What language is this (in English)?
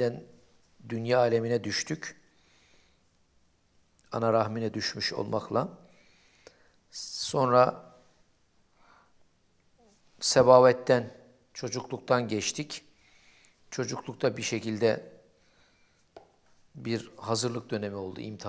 Turkish